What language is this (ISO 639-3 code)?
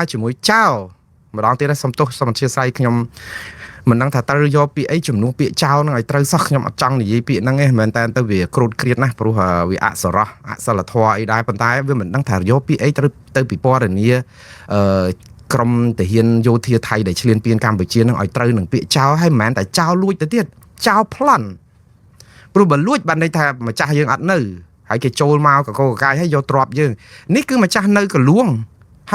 khm